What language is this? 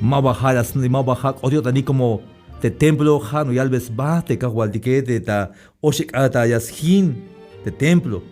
Tzeltal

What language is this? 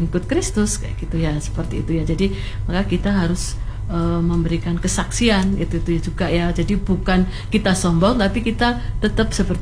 Indonesian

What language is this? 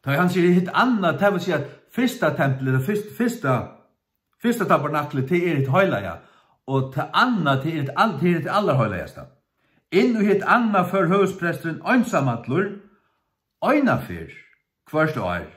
Faroese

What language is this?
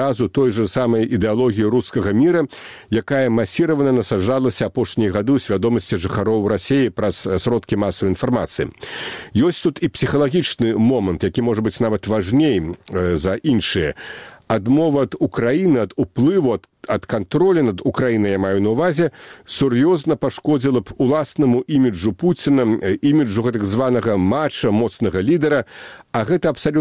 Belarusian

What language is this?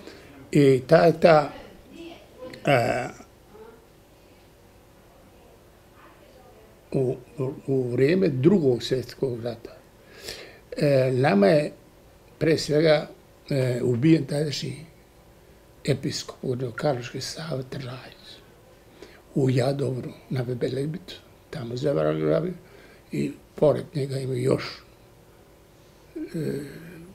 Serbian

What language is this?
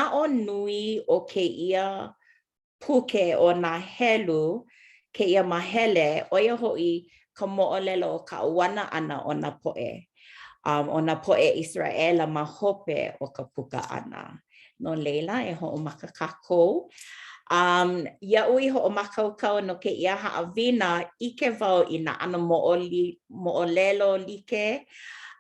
Hawaiian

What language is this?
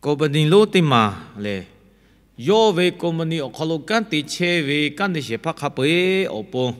Lahu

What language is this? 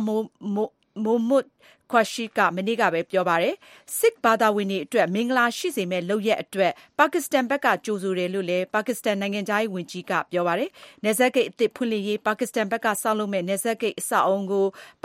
Burmese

